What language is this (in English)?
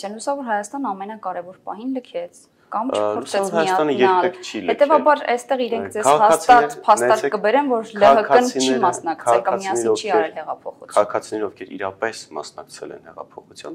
Armenian